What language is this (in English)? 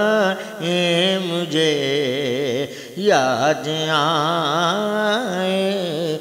Urdu